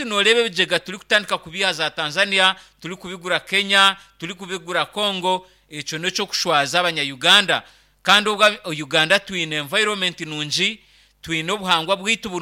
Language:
Nyankole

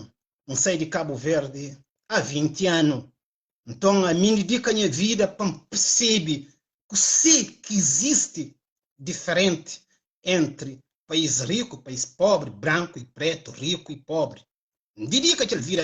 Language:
Kabuverdianu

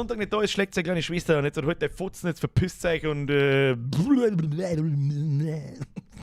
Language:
Bavarian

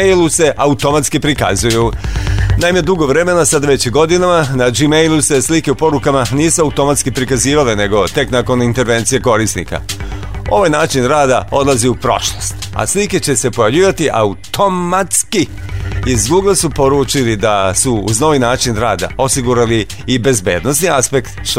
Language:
Serbian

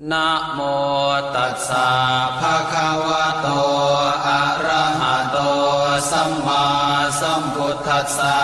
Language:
Pali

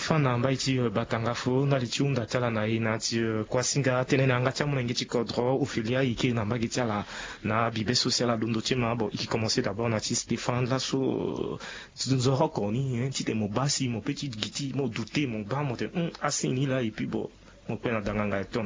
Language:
Sango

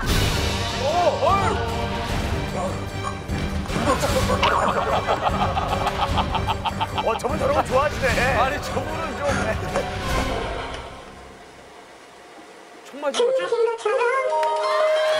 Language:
Korean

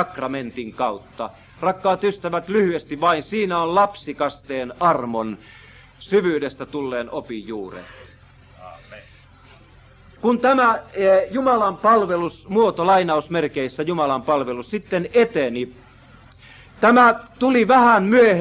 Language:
Finnish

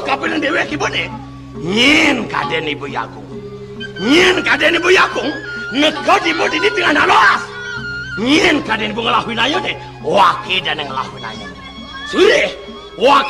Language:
Balinese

